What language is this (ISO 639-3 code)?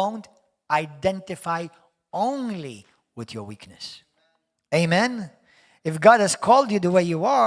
eng